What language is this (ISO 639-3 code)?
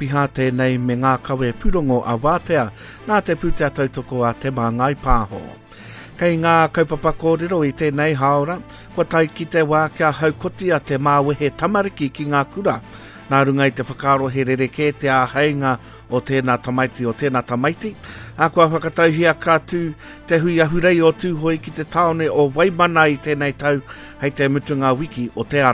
mri